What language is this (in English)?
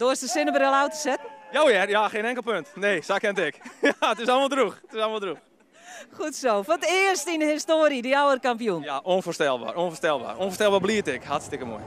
Western Frisian